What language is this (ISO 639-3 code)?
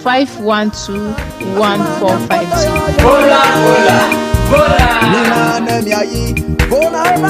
ewe